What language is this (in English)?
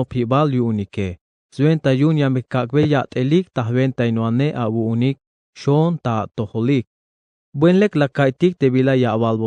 Tzeltal